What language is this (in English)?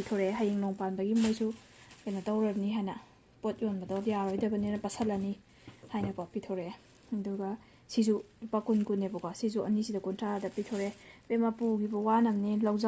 Manipuri